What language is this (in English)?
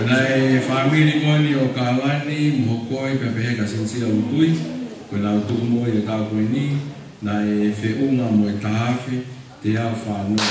Tongan